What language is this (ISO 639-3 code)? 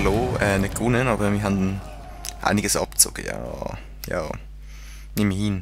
gsw